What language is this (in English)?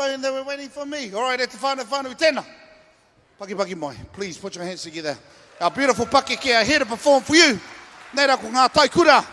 Māori